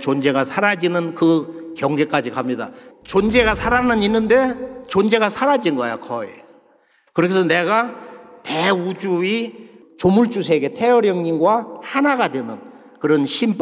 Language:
Korean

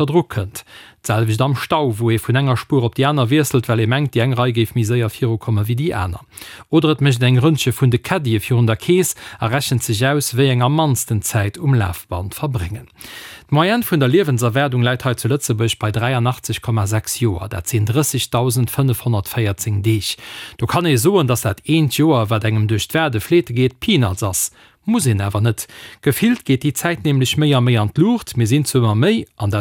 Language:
Luxembourgish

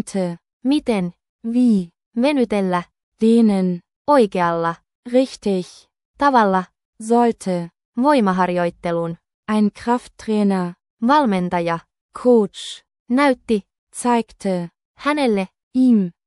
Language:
Finnish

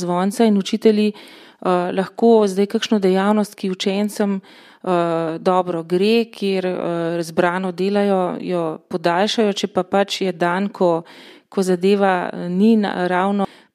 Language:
Slovenian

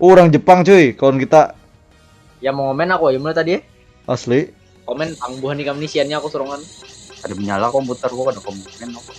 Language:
Banjar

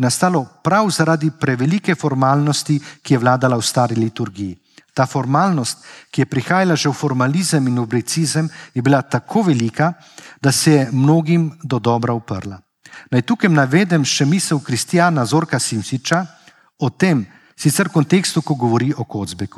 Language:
Slovenian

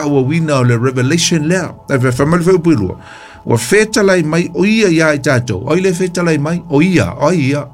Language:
Samoan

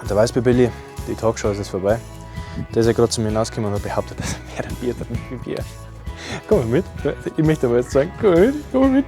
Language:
Bavarian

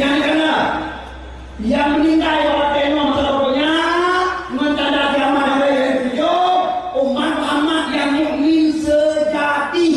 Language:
Achinese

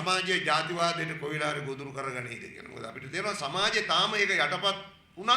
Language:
Sinhala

